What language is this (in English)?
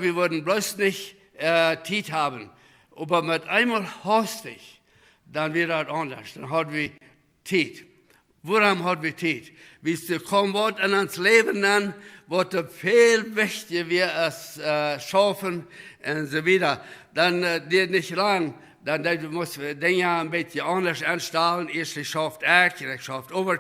Plautdietsch